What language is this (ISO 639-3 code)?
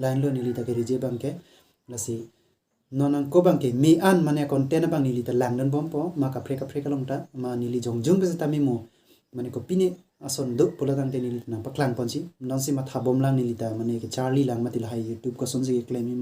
mjw